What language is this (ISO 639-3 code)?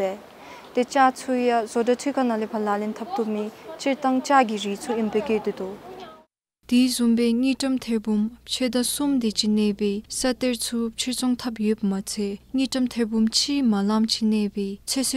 dzo